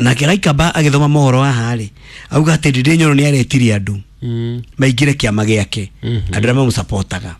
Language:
Kikuyu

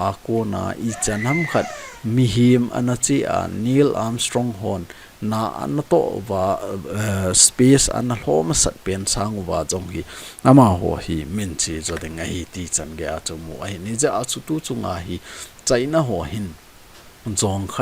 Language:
Thado Chin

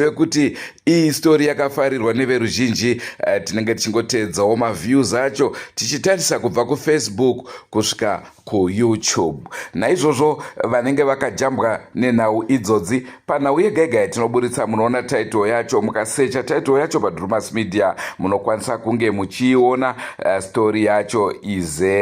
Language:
Shona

